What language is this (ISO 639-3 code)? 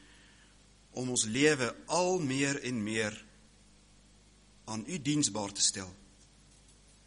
afr